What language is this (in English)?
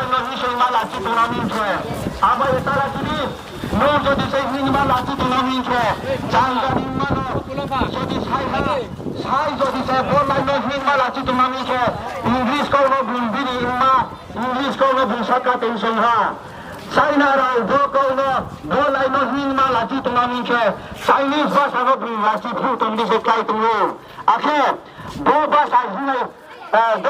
Riang (India)